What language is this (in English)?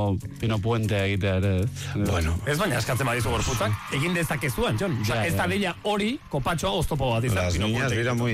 Basque